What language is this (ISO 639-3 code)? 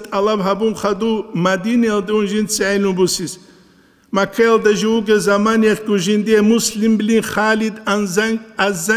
ava